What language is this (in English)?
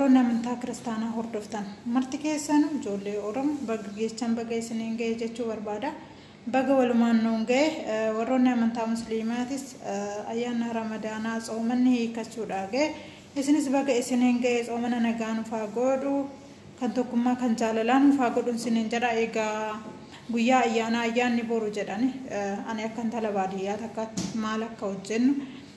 Oromo